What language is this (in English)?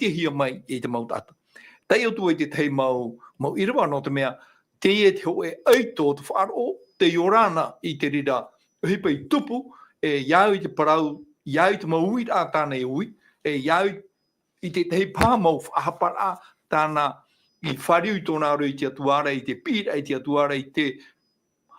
Tahitian